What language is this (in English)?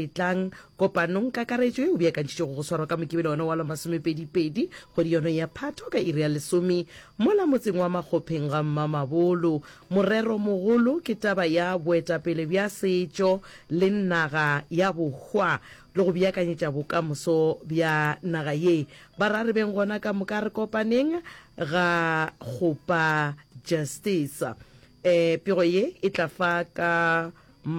Northern Sotho